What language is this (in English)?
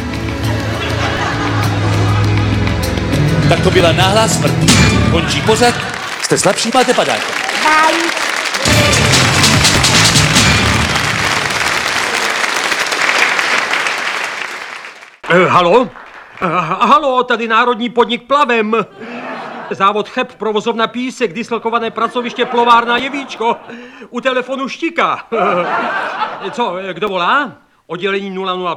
Czech